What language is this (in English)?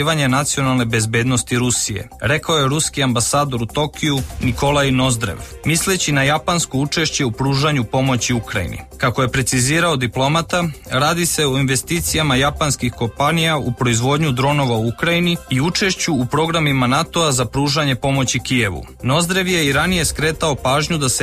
Serbian